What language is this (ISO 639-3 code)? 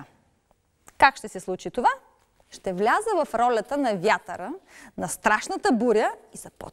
bul